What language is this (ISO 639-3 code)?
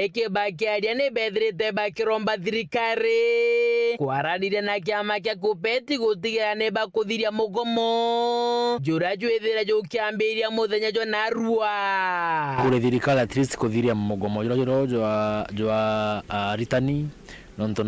mer